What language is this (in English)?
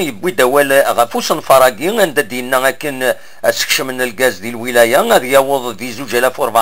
Kabyle